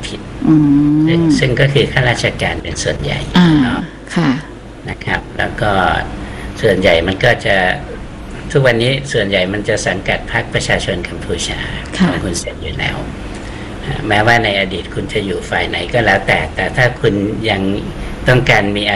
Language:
Thai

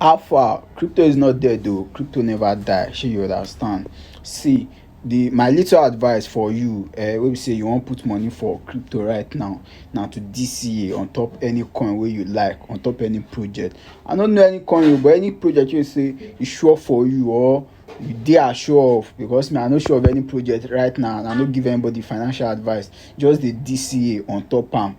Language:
Nigerian Pidgin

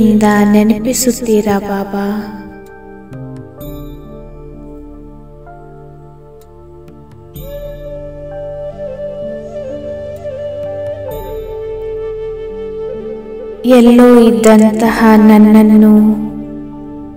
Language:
Kannada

